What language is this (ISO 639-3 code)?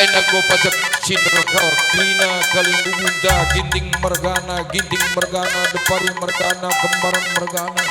btx